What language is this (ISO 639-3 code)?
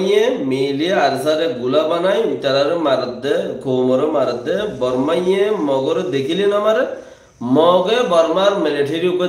rhg